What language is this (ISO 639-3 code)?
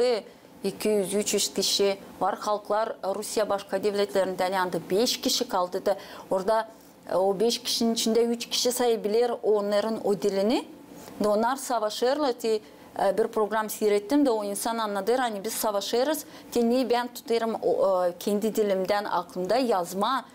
gag